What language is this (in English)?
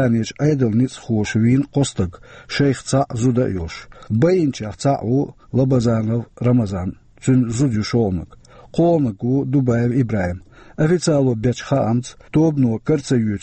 Chechen